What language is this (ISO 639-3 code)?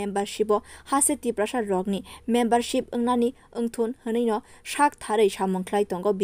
trp